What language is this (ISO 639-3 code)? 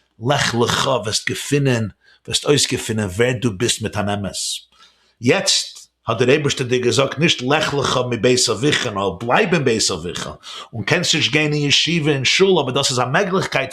yid